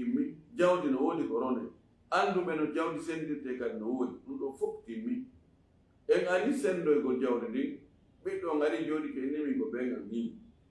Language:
Fula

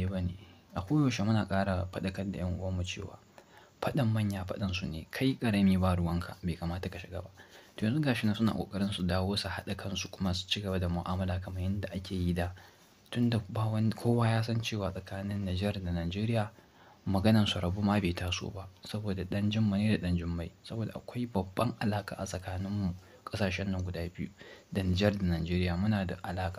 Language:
Hausa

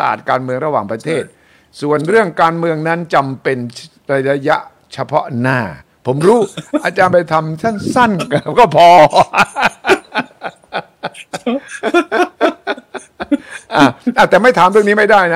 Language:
Thai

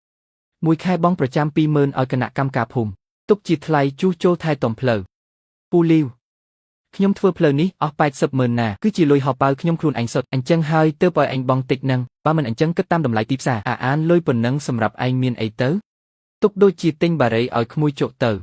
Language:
Khmer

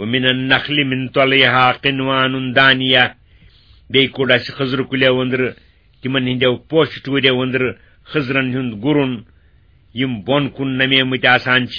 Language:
Kashmiri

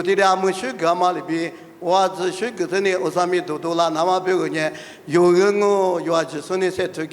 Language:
Lisu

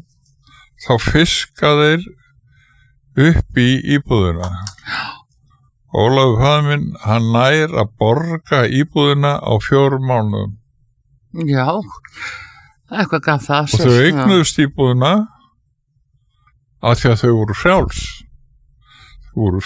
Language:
Icelandic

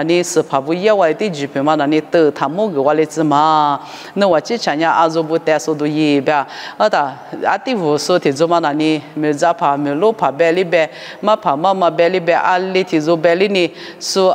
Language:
Lisu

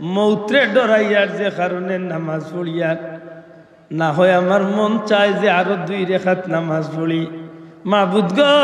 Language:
Sylheti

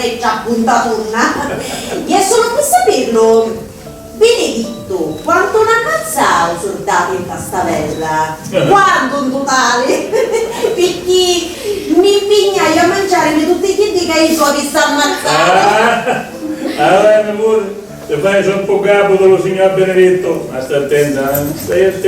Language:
Sicilian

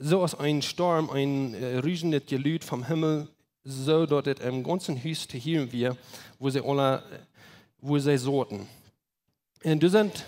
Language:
Plautdietsch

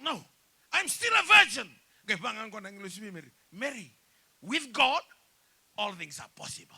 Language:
Fijian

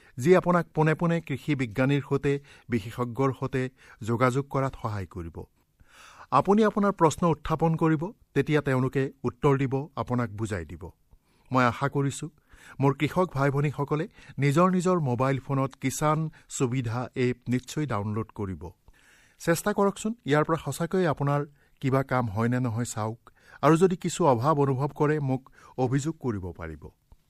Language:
Assamese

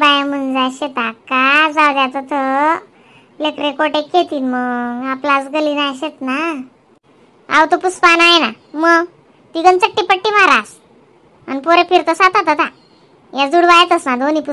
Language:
Khandesi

